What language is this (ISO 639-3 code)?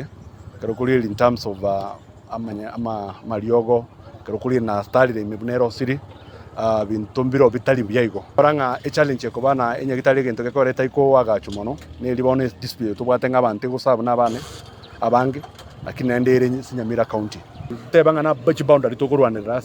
guz